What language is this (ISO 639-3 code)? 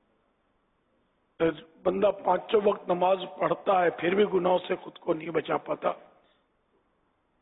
urd